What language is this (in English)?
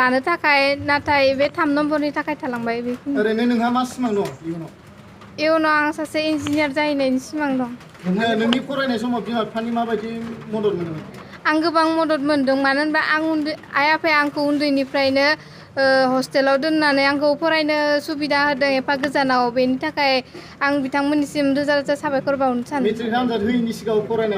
Bodo